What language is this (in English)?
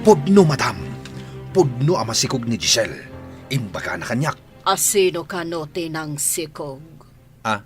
Iloko